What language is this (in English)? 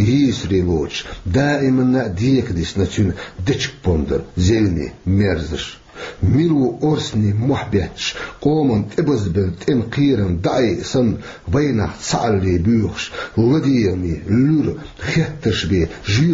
Chechen